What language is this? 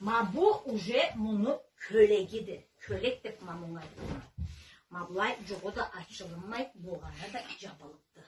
Karachay-Balkar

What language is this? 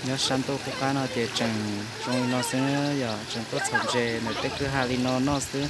Hmong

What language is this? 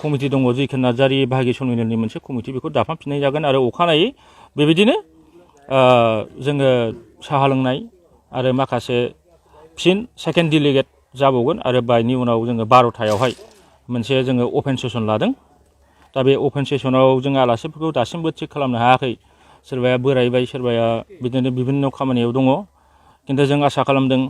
Bodo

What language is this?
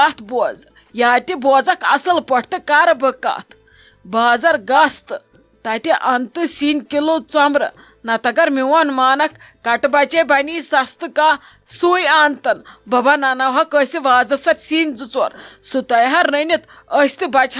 Kashmiri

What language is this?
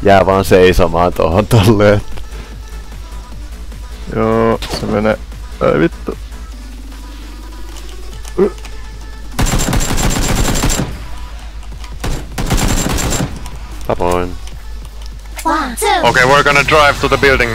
Finnish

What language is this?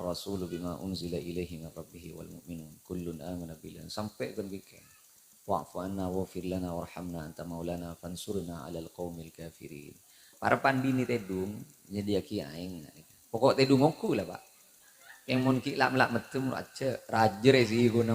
Madurese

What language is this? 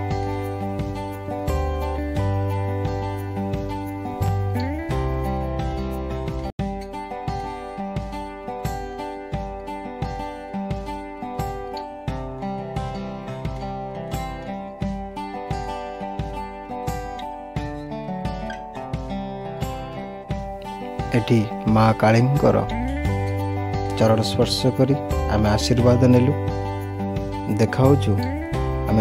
Odia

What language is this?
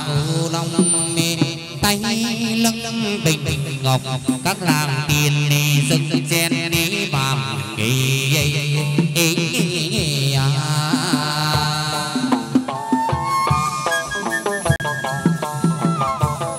Vietnamese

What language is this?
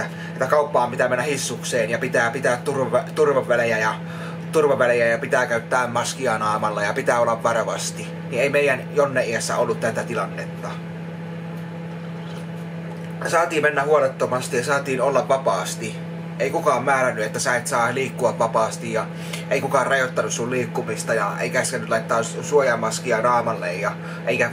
Finnish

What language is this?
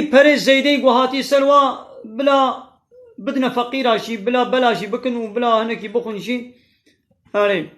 Kurdish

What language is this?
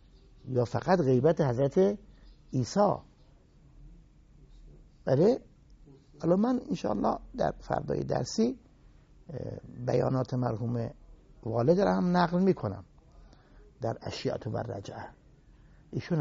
Persian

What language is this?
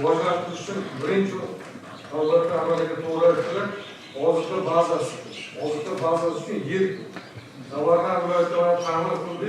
Uzbek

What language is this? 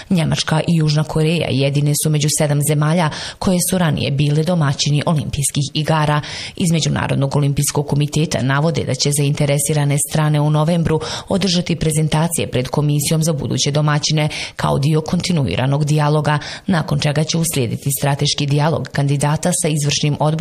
Bosnian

